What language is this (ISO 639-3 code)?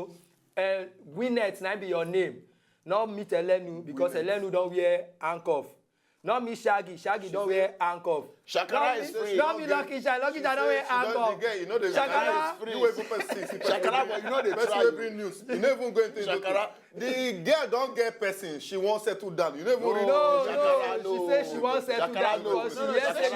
pcm